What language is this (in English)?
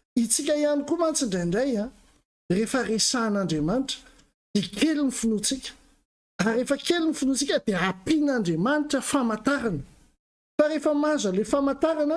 Malagasy